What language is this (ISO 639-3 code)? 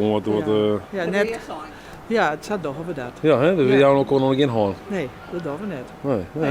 fry